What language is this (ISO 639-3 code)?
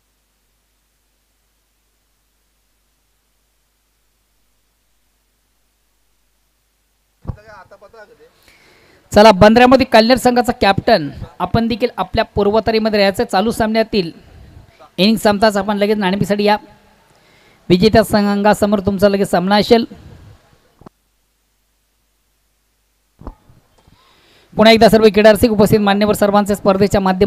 mar